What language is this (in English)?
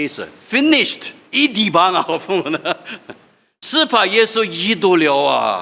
Lisu